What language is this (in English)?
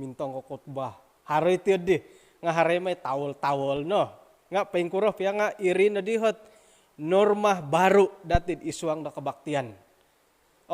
Central Dusun